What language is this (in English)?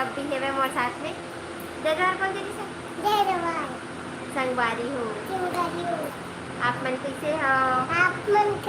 Chhattisgarhi